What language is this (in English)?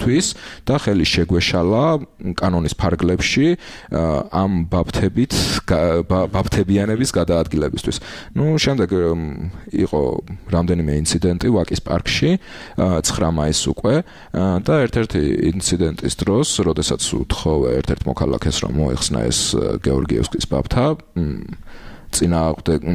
Georgian